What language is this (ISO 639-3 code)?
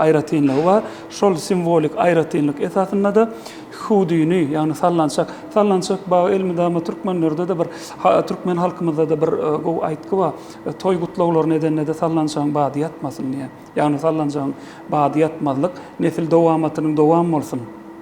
tuk